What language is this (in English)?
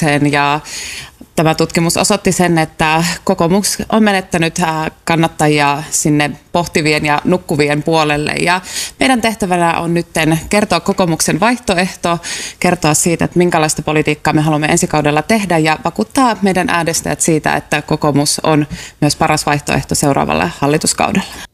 Finnish